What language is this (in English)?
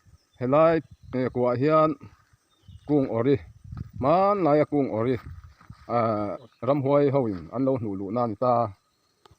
Mizo